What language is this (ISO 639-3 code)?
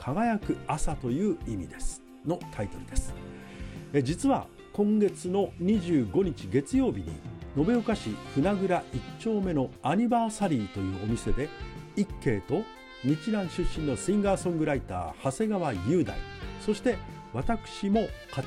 jpn